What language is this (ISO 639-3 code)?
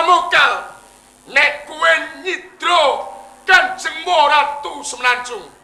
jav